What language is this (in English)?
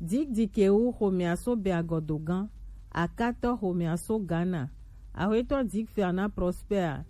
Gen